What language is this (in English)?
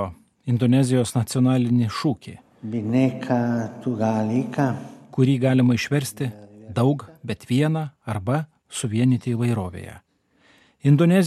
Lithuanian